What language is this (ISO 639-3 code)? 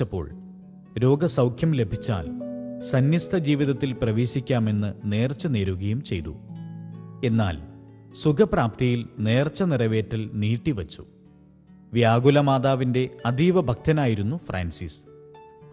mal